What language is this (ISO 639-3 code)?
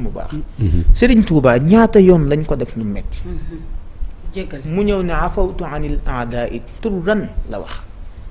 wol